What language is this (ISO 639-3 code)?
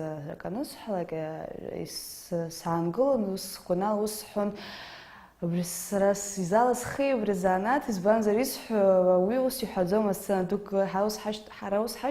abk